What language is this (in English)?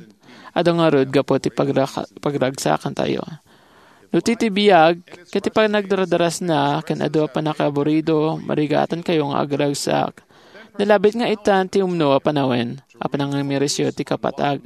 Iloko